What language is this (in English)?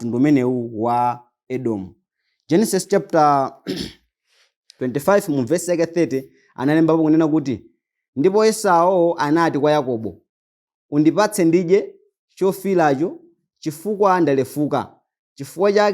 Nyanja